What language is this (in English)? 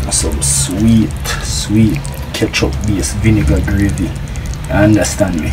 Jamaican Creole English